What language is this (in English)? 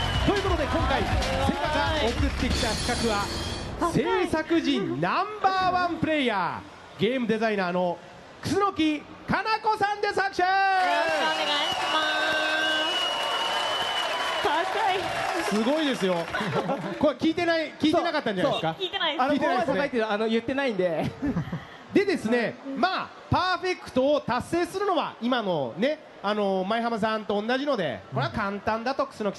Japanese